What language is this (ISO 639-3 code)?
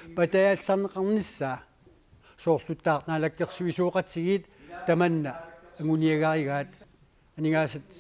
kal